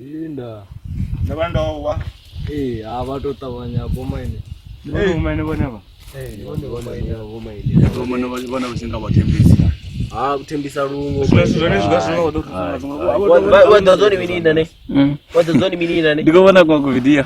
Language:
Venda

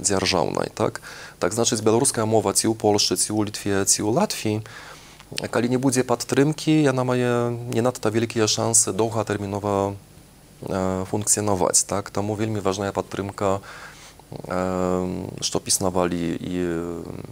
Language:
Belarusian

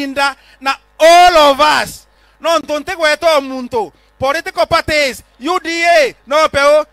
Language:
Meru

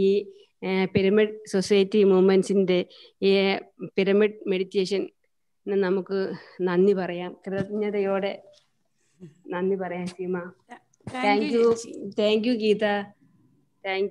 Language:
Malayalam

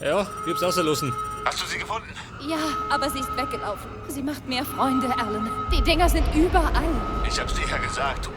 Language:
Bavarian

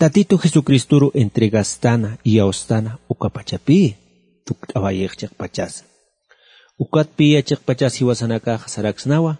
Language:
Aymara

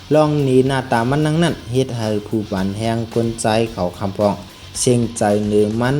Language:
Shan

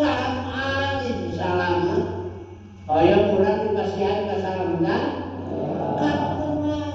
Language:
Sundanese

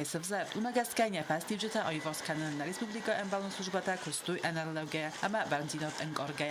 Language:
Ossetic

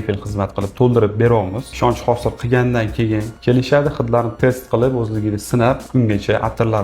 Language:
Uzbek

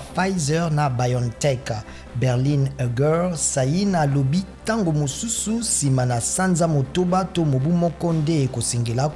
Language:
Lingala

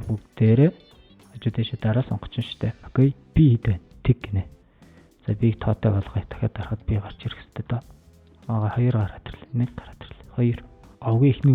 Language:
Mongolian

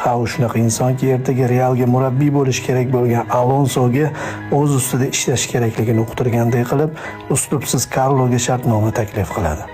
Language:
Uzbek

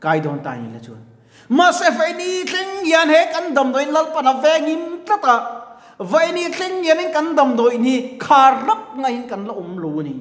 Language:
Mizo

